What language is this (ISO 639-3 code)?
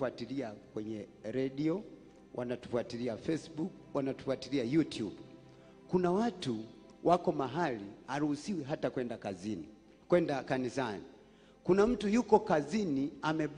swa